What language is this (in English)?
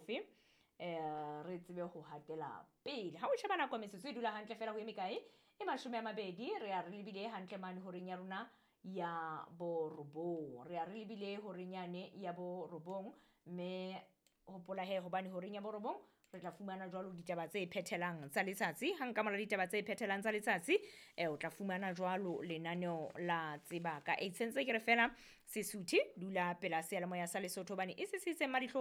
Southern Sotho